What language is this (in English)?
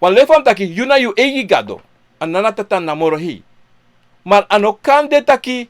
Sranan Tongo